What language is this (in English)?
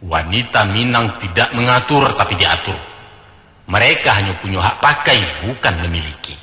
Minangkabau